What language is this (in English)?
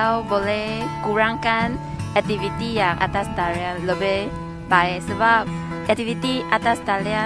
Malay